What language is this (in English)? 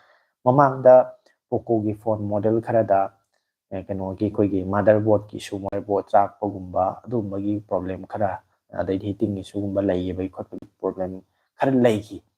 Manipuri